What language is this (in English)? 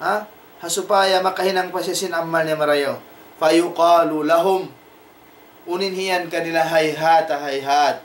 Tausug